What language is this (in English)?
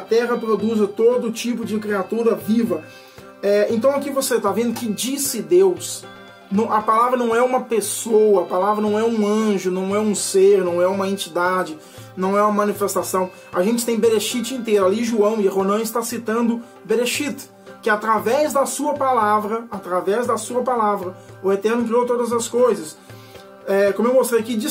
Portuguese